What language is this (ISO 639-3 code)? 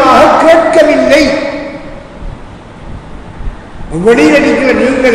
tam